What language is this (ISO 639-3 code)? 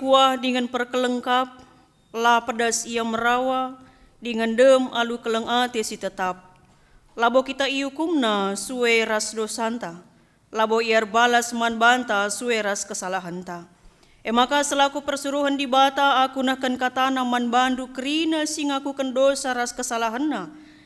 btx